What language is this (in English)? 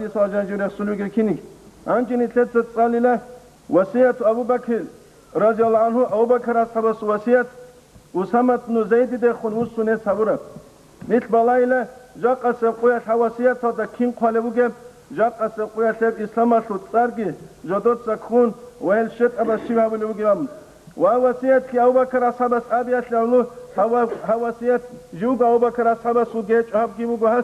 Avaric